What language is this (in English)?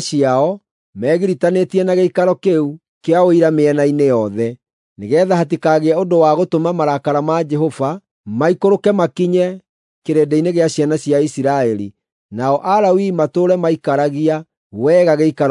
Kikuyu